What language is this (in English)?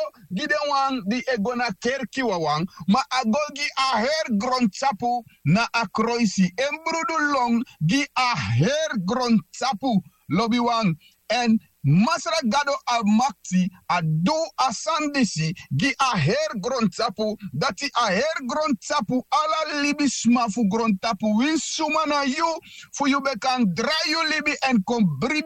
Sranan Tongo